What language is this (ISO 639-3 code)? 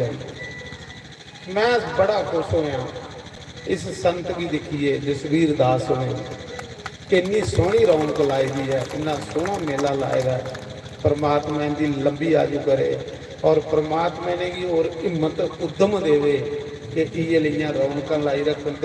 doi